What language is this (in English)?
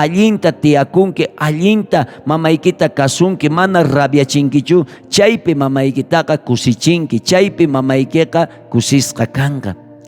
South Bolivian Quechua